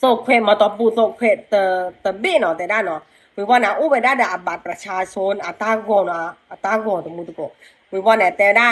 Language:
S'gaw Karen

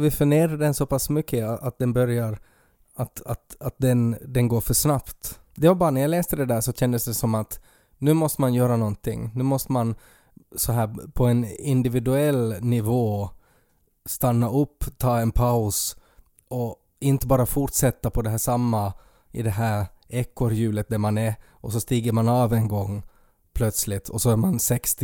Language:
Swedish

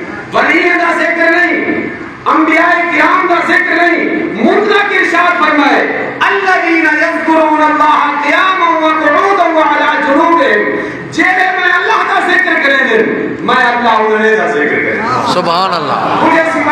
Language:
Saraiki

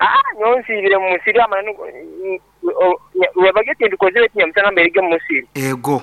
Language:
Nyoro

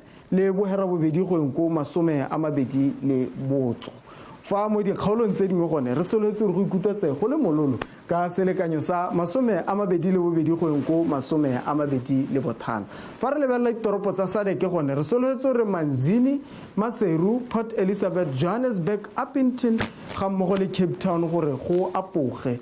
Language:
Tswana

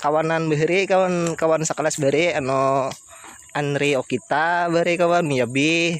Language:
Banjar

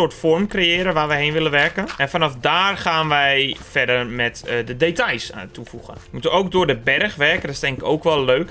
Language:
Dutch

